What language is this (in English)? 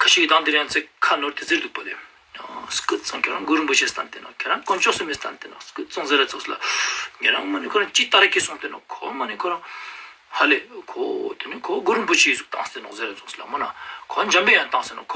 Ladakhi